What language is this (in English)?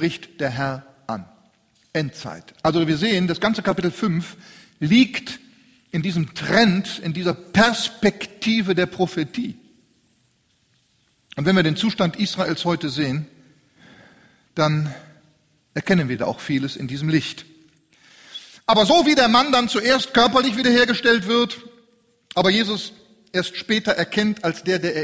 German